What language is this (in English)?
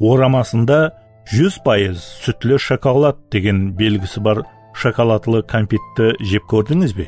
Kara-Kalpak